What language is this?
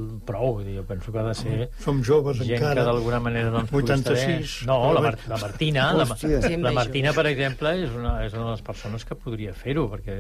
Catalan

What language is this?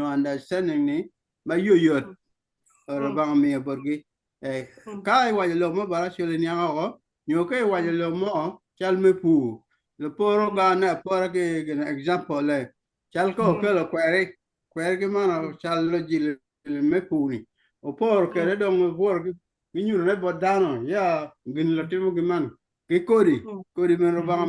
Acoli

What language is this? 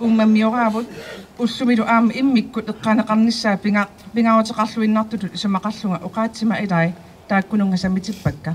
Kalaallisut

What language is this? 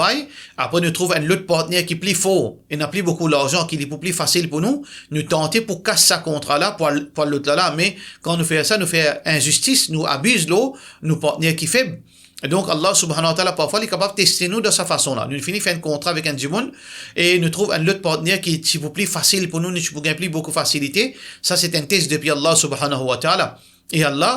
Morisyen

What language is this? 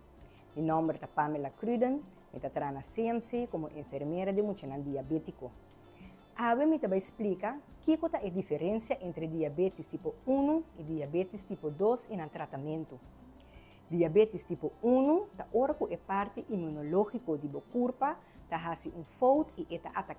Papiamento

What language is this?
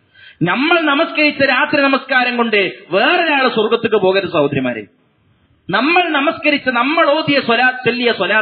Malayalam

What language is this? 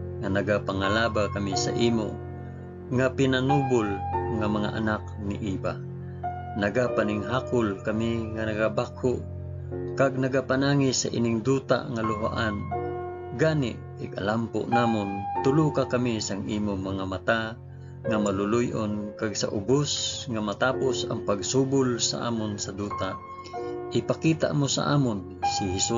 Hiligaynon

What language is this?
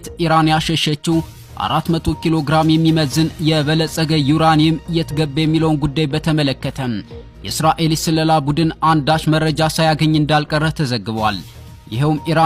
Amharic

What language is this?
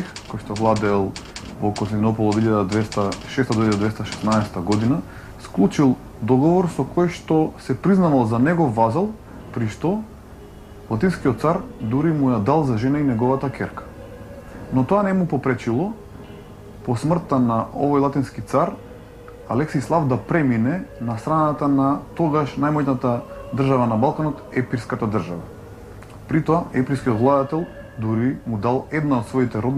Macedonian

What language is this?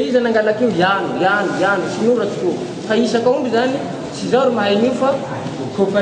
Malagasy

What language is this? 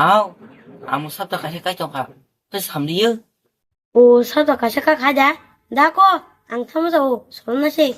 Kok Borok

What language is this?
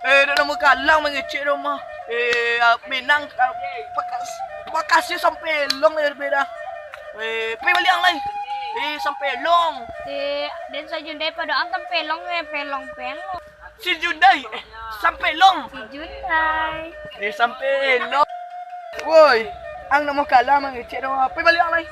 Minangkabau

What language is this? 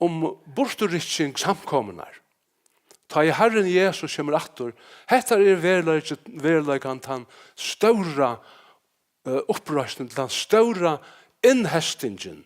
Faroese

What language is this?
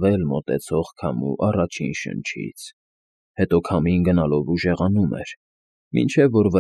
Armenian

